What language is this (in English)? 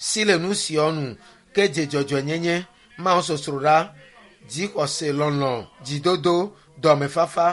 Ewe